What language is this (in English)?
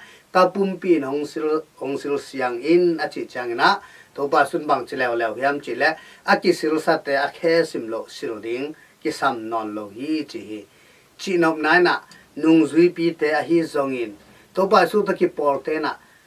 Tedim Chin